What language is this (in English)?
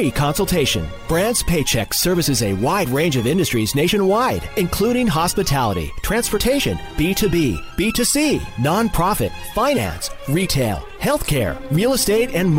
English